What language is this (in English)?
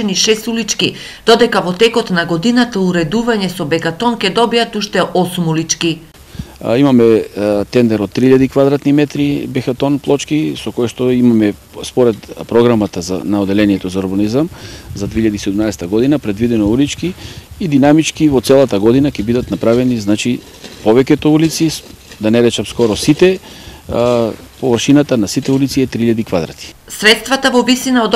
Macedonian